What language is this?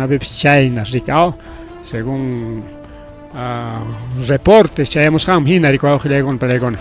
Ayacucho Quechua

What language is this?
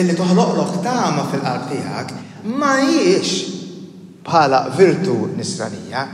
Maltese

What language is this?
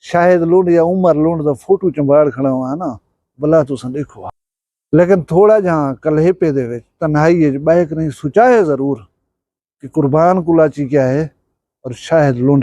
Saraiki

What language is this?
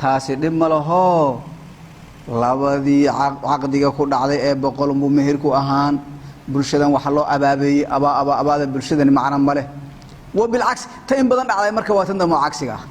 Somali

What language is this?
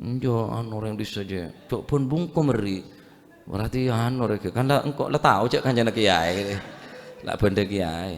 Madurese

